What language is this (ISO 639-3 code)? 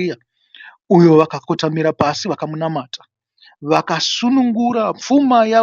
sna